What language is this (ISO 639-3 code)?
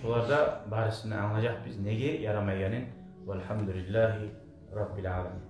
kum